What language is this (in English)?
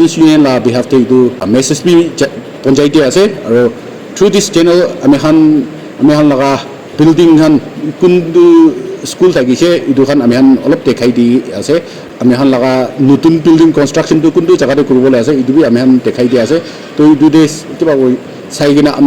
Naga Pidgin